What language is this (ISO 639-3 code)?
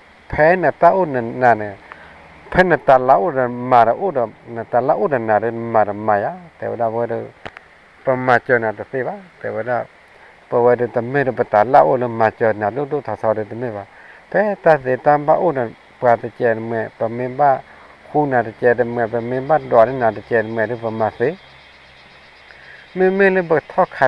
ksw